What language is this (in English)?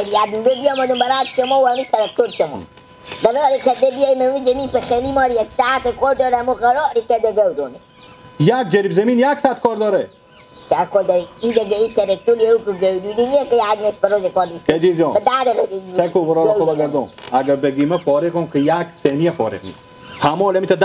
Persian